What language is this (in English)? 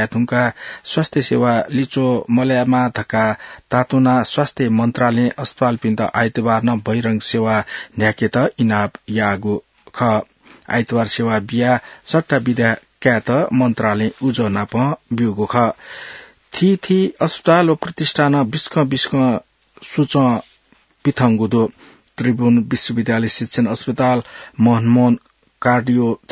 Newari